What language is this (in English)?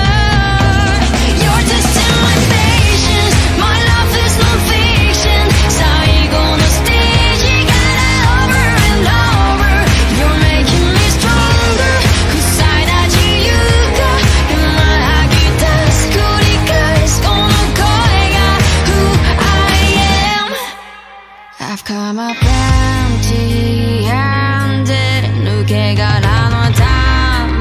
Japanese